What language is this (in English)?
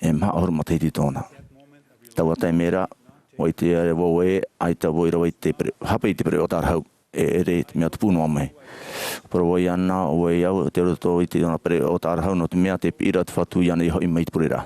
Tahitian